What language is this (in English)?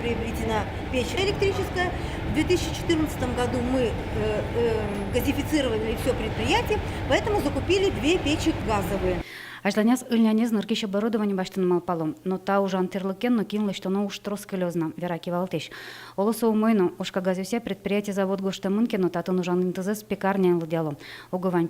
Udmurt